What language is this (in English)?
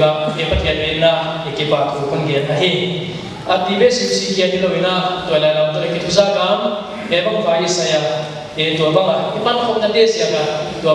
Paite Chin